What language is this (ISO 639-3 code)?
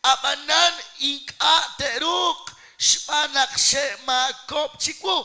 kek